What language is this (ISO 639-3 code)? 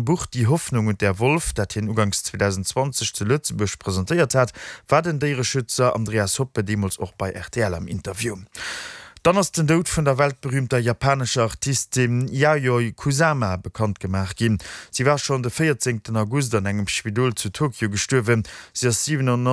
ltz